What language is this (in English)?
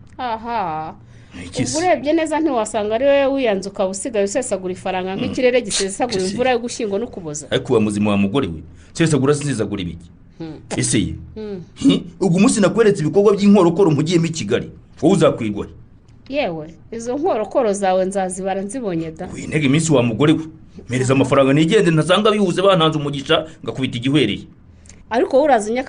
Kinyarwanda